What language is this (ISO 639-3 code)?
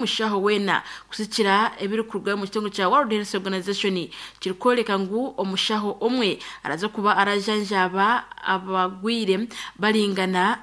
nyn